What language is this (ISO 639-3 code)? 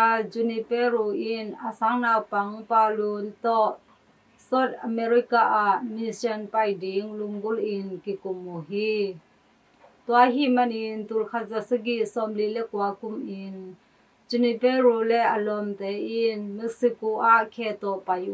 ctd